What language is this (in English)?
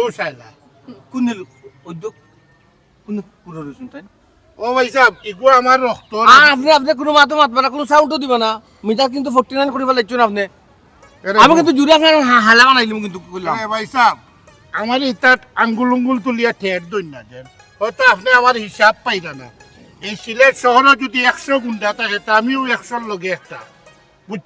Sylheti